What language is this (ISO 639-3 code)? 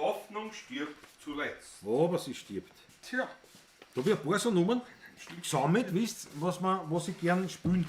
bar